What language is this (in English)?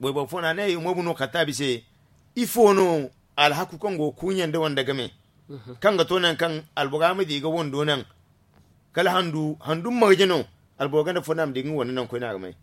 Zarma